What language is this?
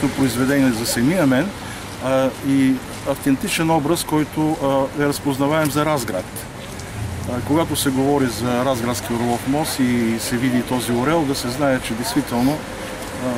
Bulgarian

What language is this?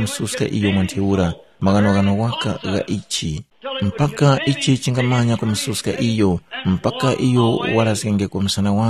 Tumbuka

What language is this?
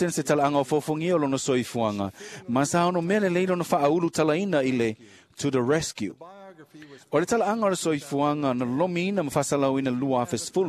Samoan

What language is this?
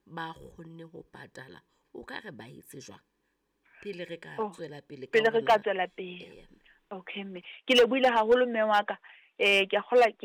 Southern Sotho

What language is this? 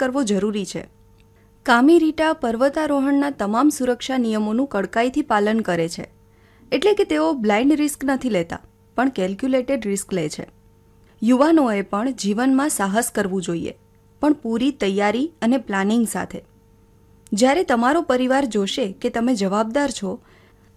Gujarati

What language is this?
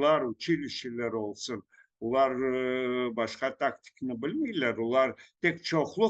Crimean Tatar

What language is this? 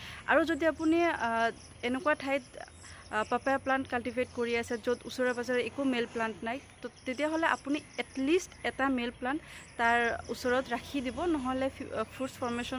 Assamese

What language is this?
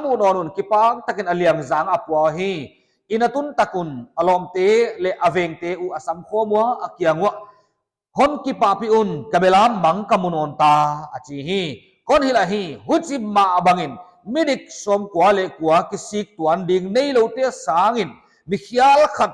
Paite Chin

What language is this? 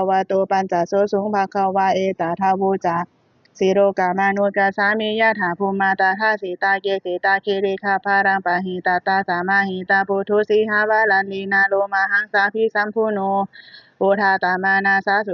Pali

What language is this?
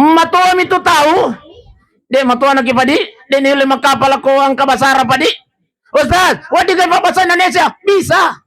Buginese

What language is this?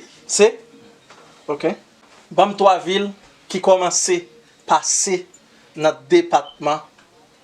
Haitian Creole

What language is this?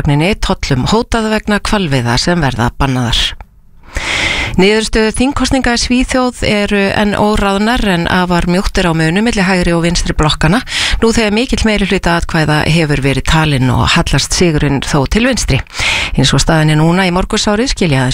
Icelandic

